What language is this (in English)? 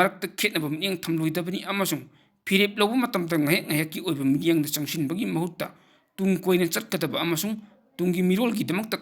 Manipuri